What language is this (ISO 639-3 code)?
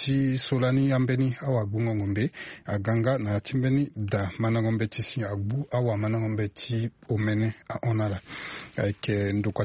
sag